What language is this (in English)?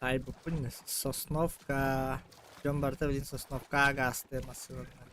Yakut